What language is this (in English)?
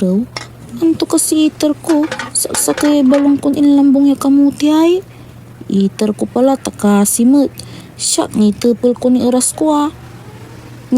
Pangasinan